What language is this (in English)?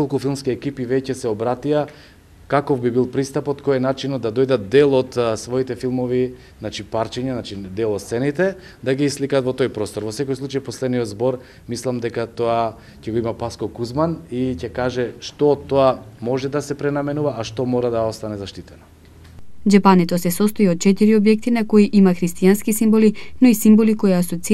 Macedonian